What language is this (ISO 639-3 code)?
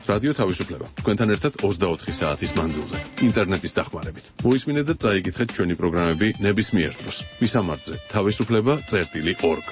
kat